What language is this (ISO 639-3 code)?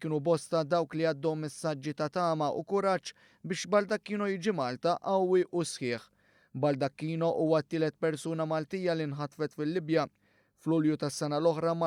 mlt